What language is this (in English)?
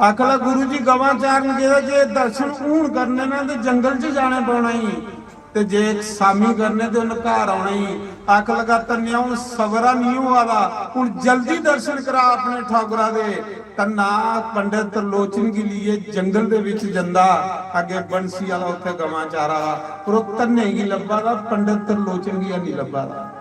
Dogri